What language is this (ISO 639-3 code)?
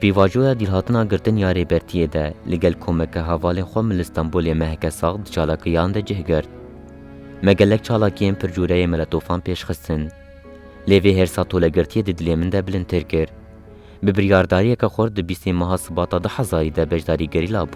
kur